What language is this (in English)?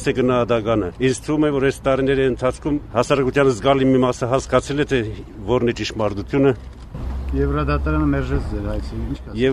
Armenian